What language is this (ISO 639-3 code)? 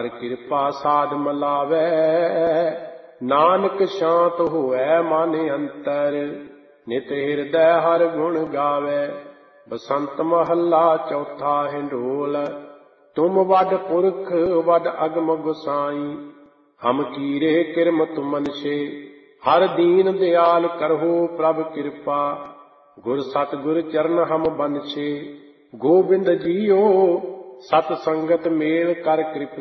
pan